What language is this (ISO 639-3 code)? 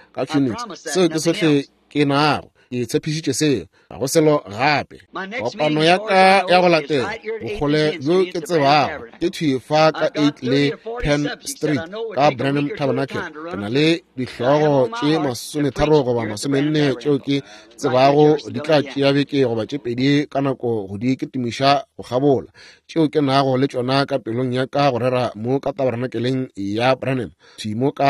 nso